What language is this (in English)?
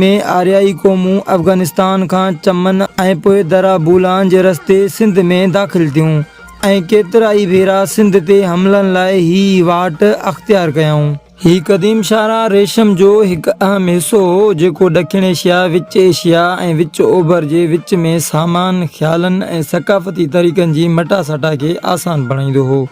Sindhi